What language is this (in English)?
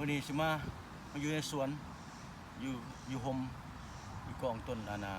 Lao